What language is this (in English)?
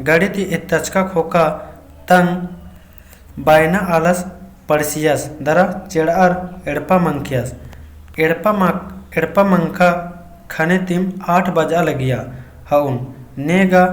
Kurukh